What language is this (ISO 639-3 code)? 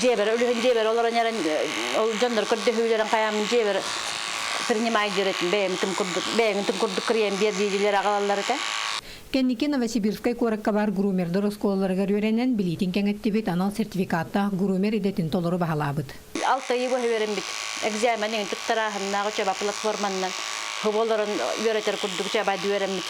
sah